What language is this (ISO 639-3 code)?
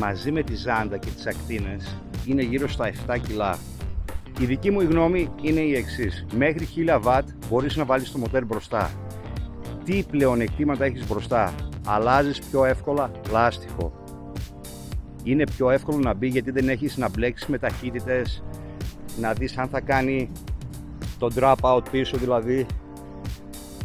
ell